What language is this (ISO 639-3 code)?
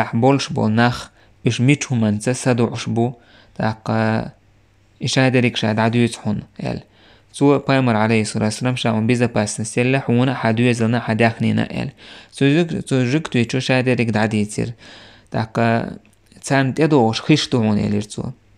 che